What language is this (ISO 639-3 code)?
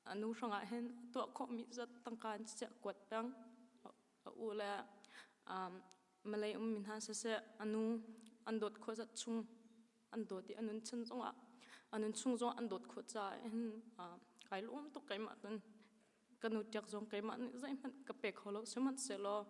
cnh